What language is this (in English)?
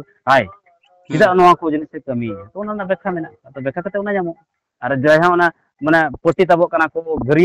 Santali